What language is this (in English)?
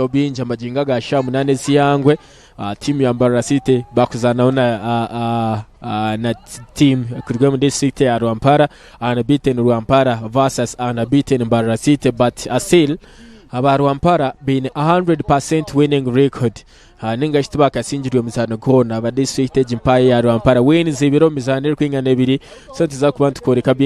Nyankole